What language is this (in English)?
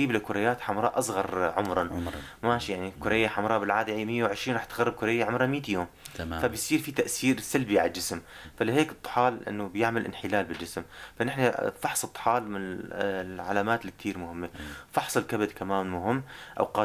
North Levantine Arabic